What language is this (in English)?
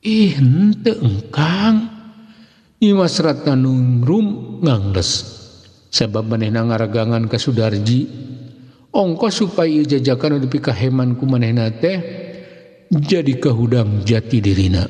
Sundanese